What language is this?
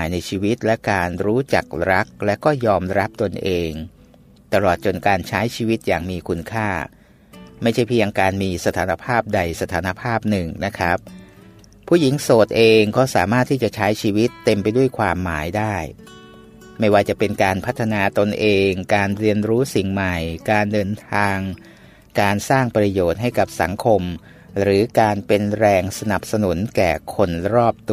Thai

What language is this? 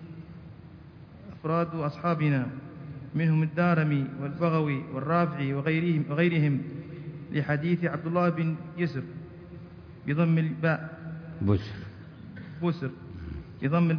Arabic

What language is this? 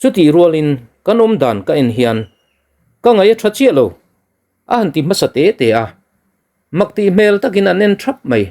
Mizo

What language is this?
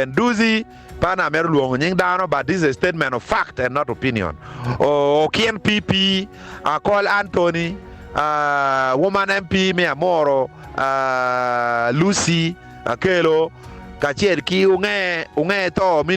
Acoli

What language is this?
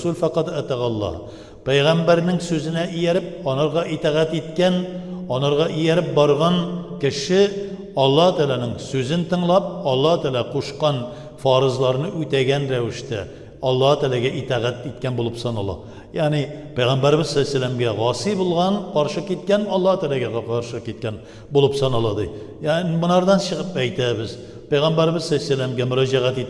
Tatar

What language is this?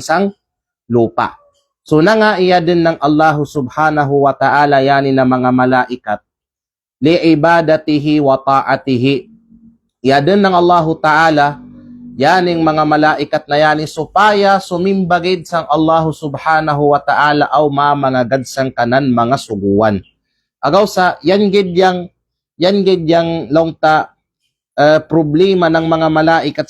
Kalagan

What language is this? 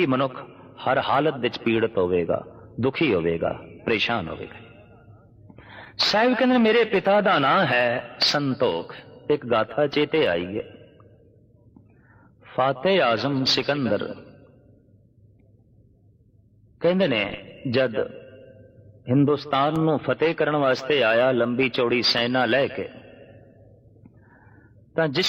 Punjabi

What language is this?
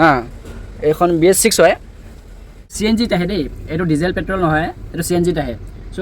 Assamese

